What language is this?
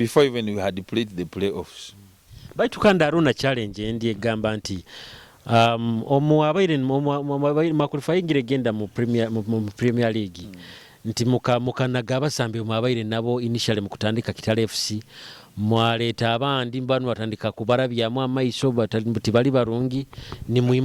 Nyoro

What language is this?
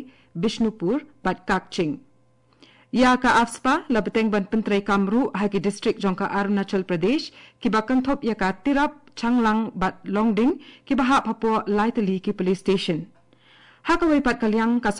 Khasi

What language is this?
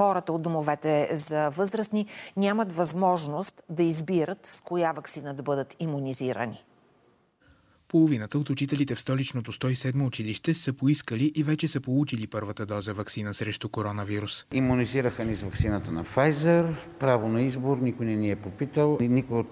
Bulgarian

